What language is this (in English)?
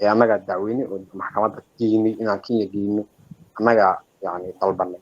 Somali